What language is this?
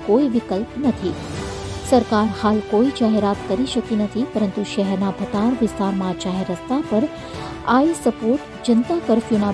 Gujarati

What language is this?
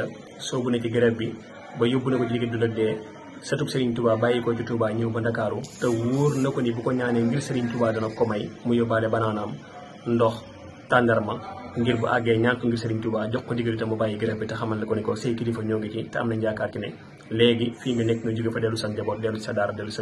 Wolof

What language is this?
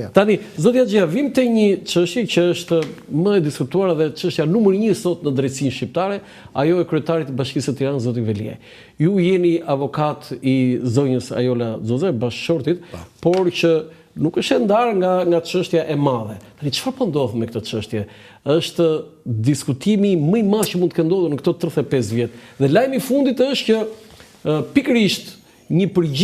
Albanian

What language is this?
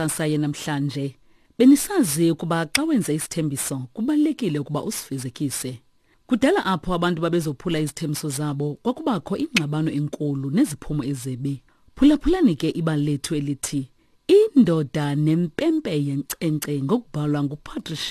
Xhosa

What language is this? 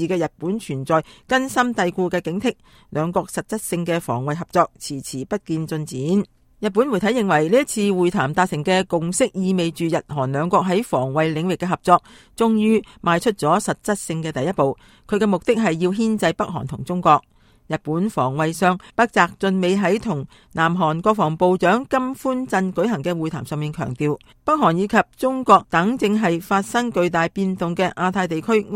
Cantonese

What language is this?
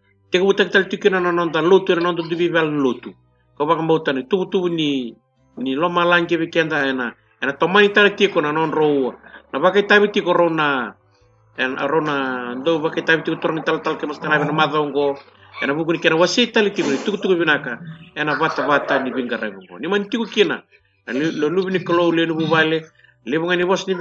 Fijian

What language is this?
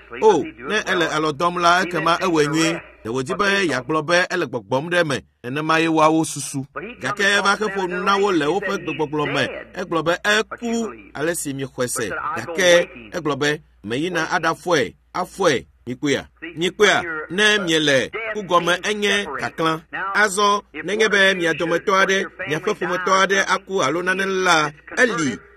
Ewe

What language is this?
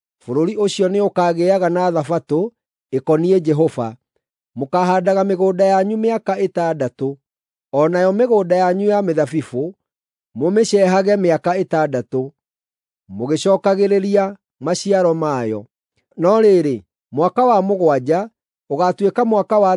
Kikuyu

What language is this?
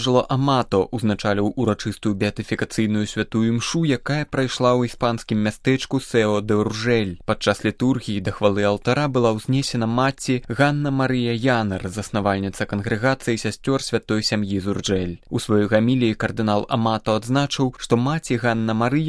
Belarusian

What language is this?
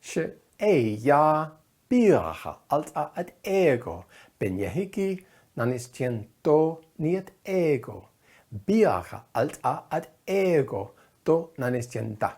Navajo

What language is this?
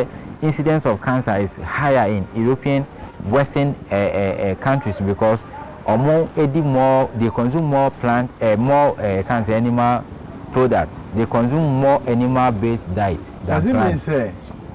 Akan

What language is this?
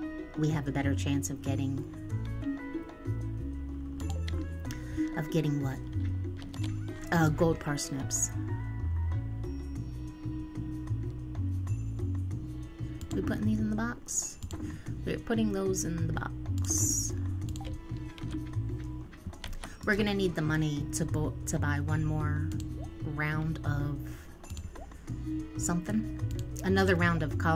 English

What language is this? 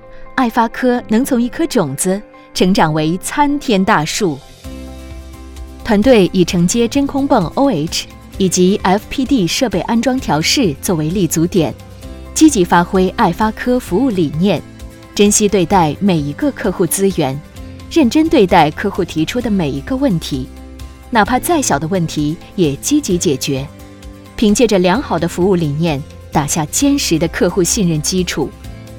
Chinese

